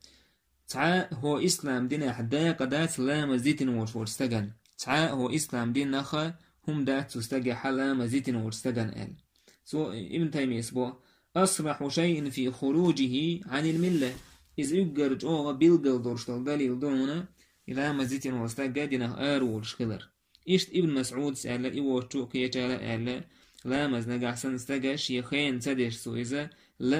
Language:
Chechen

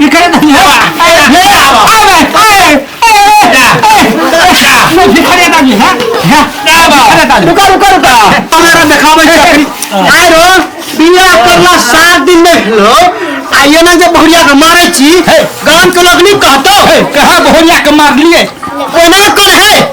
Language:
Maithili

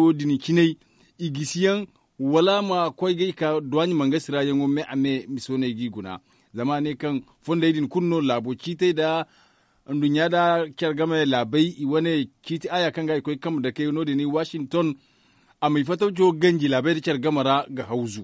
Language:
Zarma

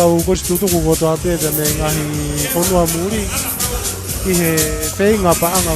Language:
Tongan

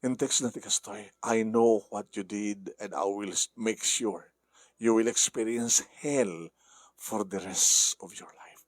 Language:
Iloko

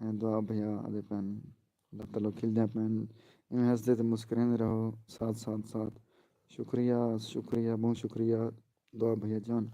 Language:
Saraiki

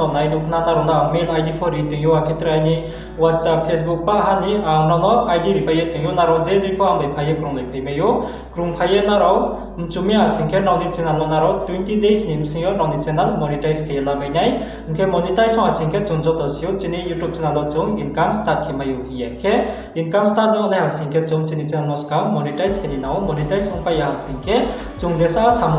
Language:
Riang (India)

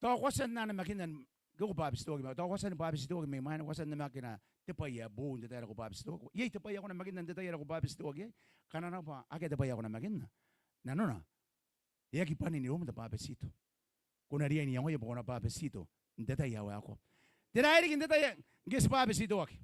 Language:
Gilbertese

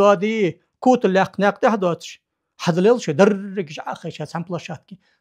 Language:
Ingush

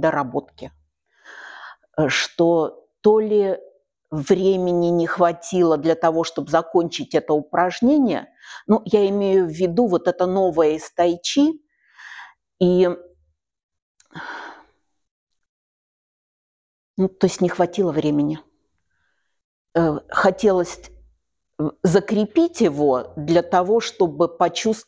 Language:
Russian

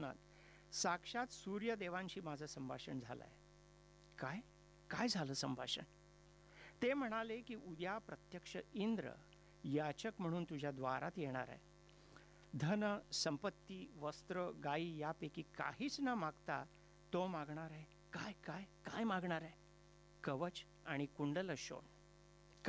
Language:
Marathi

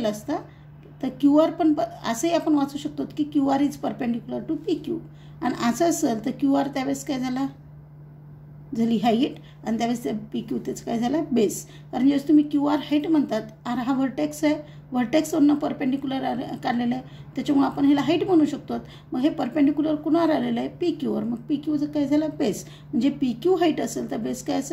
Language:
Marathi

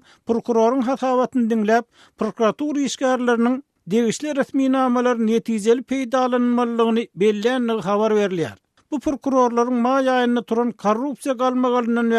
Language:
Turkmen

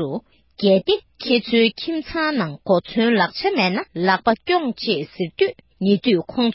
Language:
Tibetan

